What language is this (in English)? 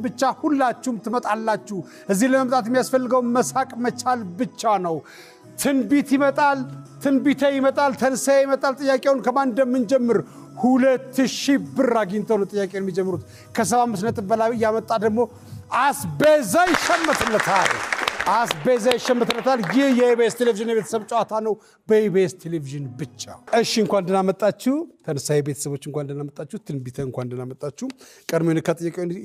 Amharic